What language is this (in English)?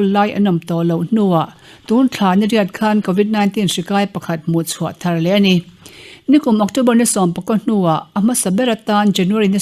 Mizo